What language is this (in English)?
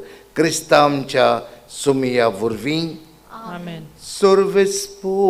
Konkani